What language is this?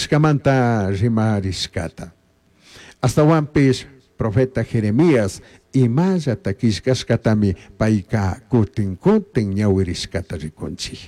Chimborazo Highland Quichua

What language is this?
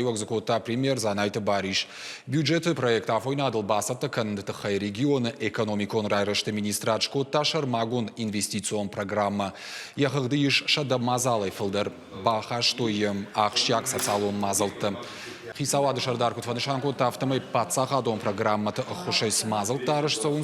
Ossetic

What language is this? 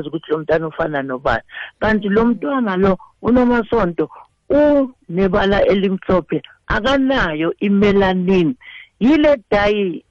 South Ndebele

